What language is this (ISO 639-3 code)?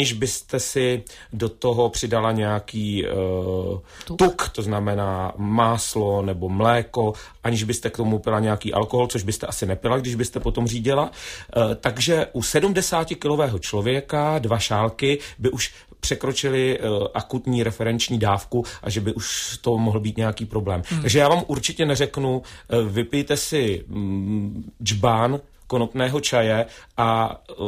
ces